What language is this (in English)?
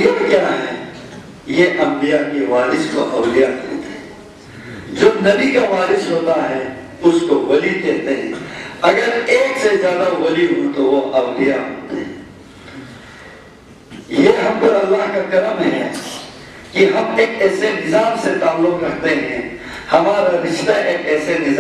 Urdu